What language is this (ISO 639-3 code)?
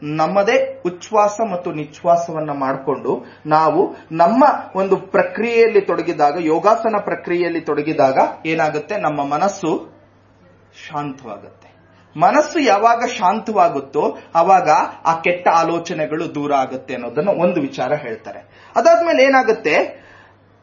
kan